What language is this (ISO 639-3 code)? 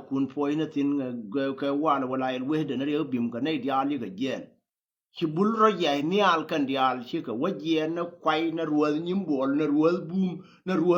nus